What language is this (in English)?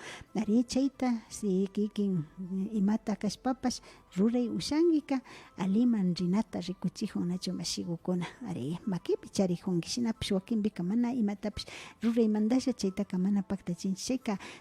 Imbabura Highland Quichua